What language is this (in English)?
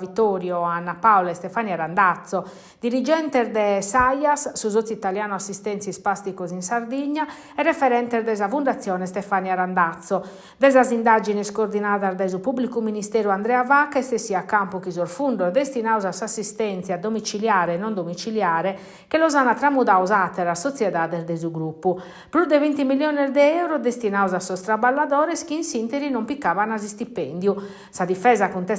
Sardinian